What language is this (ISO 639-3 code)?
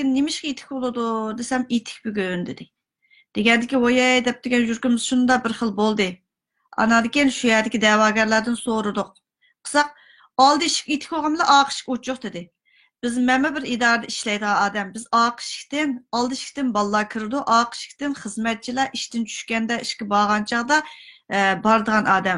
uig